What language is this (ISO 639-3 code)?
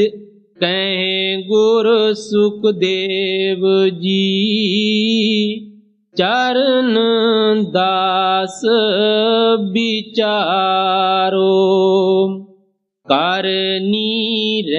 pan